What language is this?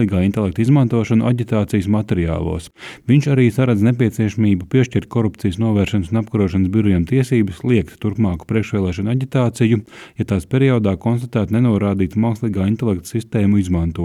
Latvian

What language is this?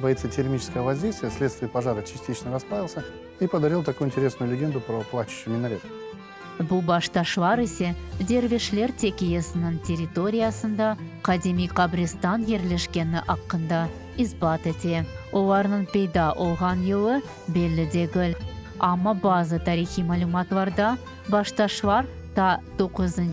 Crimean Tatar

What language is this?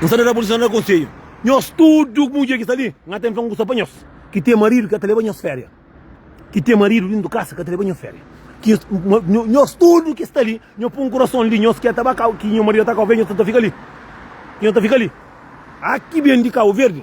Kabuverdianu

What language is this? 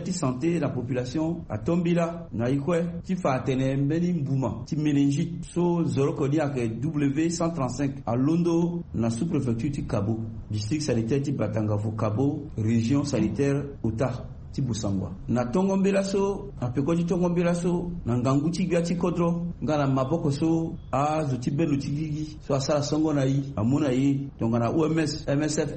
Sango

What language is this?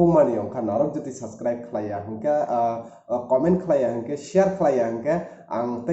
Kok Borok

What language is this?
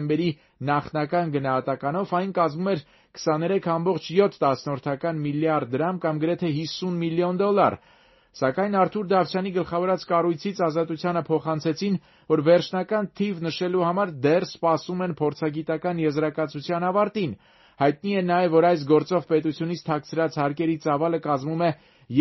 Armenian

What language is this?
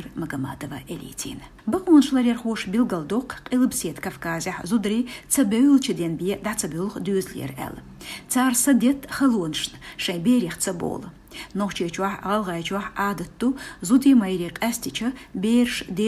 Chechen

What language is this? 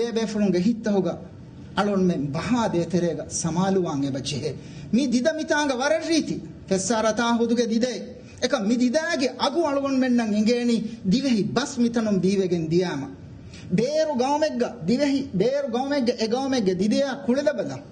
Divehi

